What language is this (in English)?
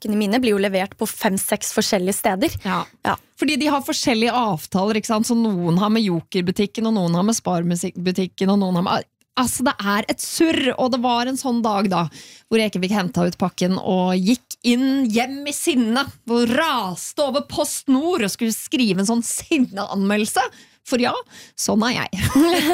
Norwegian